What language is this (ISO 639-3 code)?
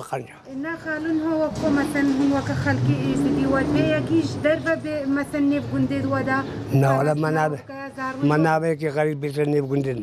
kur